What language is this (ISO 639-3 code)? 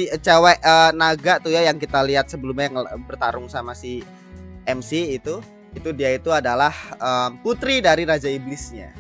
ind